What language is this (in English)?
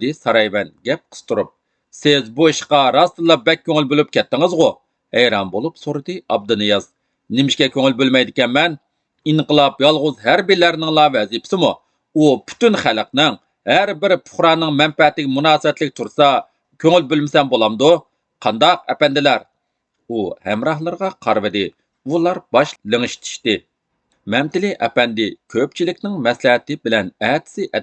Uyghur